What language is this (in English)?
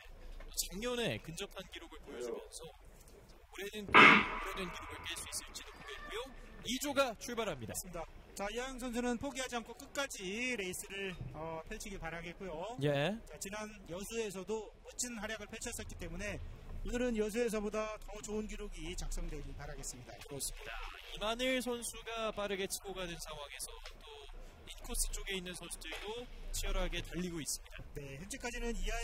Korean